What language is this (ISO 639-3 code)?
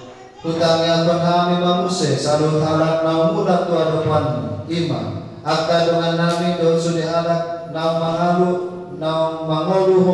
bbc